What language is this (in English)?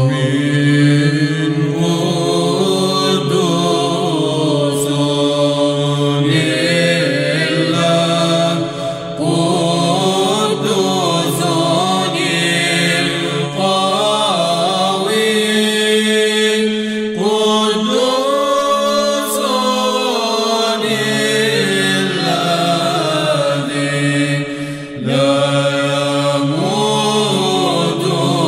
Arabic